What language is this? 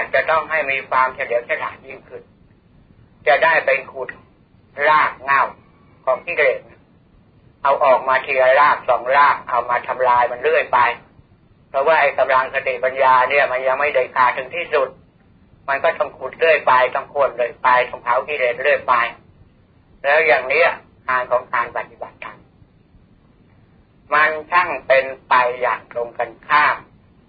Thai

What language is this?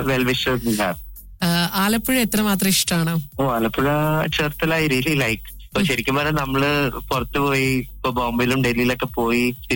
Malayalam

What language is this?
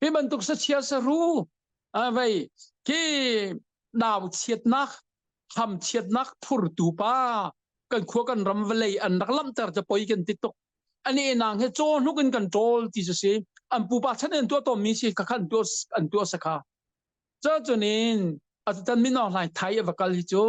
Hakha Chin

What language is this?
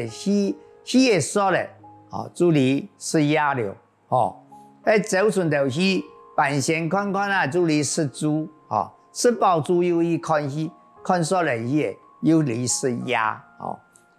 Hakka Chinese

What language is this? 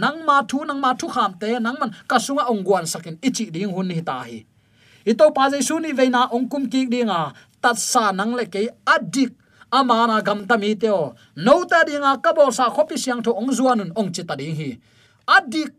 Tedim Chin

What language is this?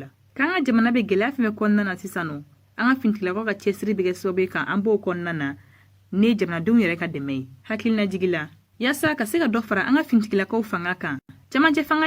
Bambara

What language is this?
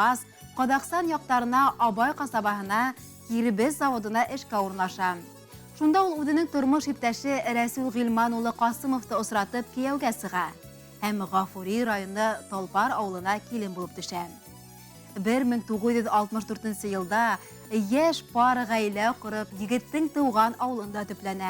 Bashkir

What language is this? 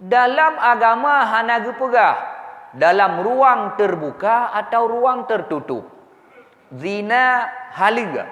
Achinese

